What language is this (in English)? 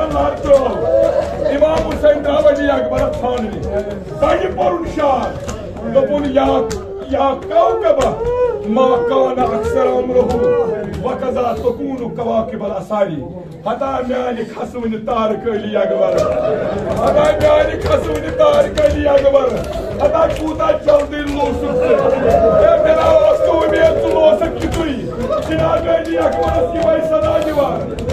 Kashmiri